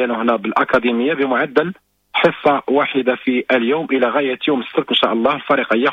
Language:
Moroccan Arabic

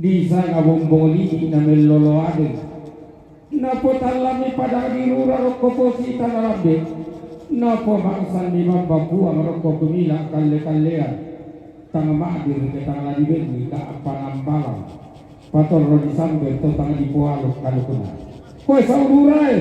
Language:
Toraja-Sa'dan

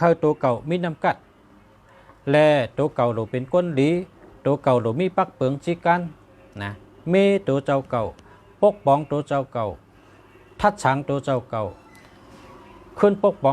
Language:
Shan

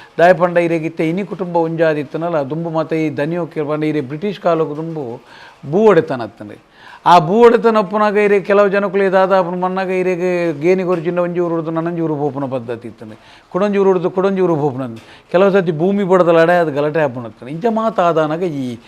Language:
Tulu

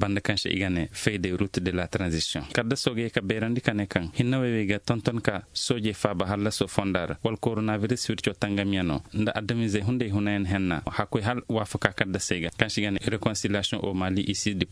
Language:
Koyraboro Senni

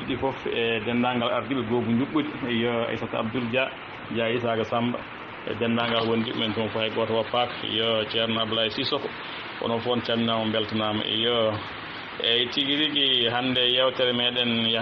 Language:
Fula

